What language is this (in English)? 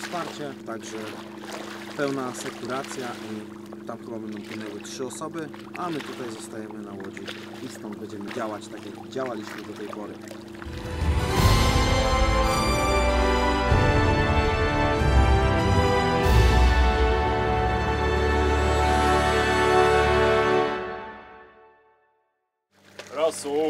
Polish